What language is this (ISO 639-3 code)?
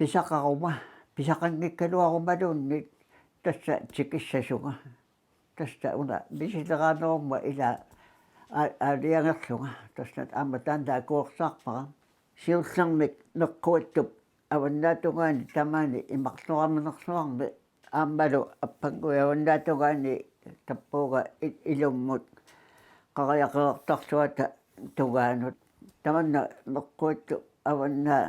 kal